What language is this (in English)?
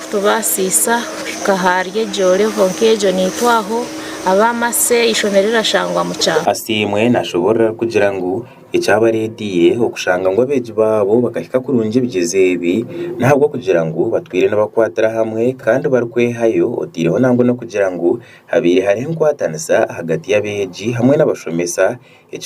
Nyankole